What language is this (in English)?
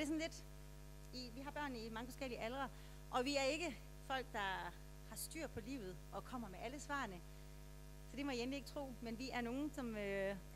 Danish